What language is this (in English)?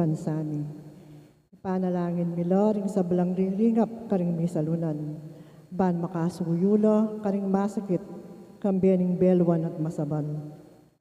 Pampanga